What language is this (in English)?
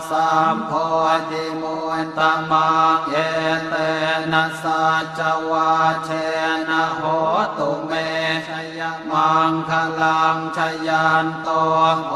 Pali